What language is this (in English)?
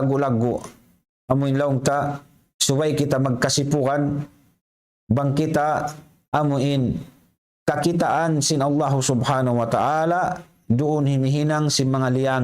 Tausug